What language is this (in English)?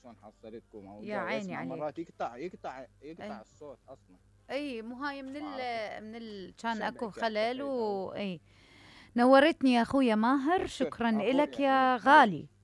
Mesopotamian Arabic